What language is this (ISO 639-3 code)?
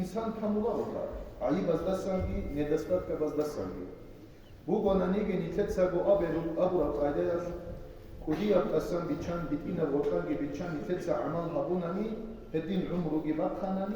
ava